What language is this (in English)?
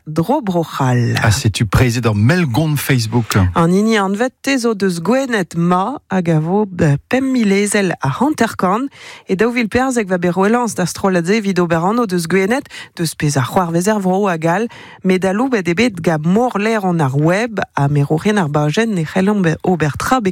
Breton